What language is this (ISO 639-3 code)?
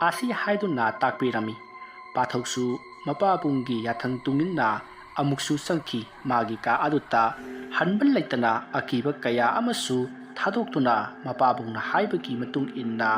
mni